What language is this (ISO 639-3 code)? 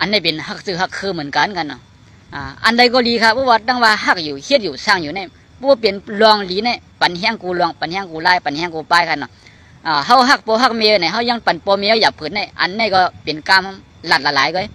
shn